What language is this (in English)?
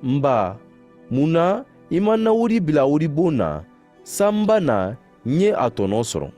Mandingo